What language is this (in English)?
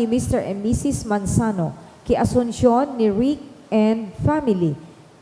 Bikol